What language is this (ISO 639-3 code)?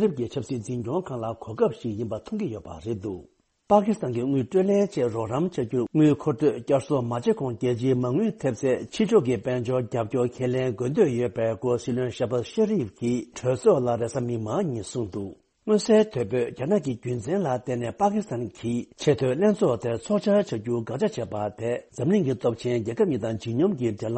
bod